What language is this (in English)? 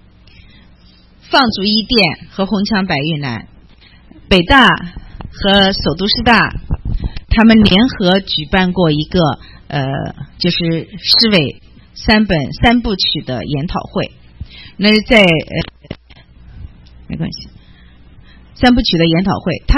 Chinese